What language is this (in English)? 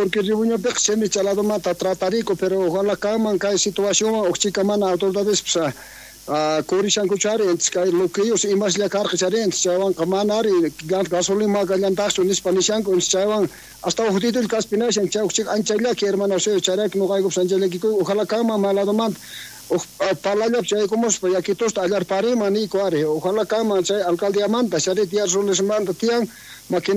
South Bolivian Quechua